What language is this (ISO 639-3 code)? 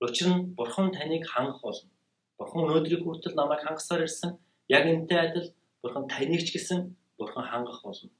mon